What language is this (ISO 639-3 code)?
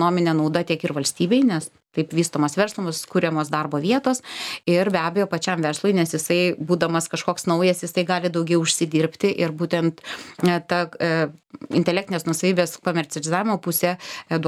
lit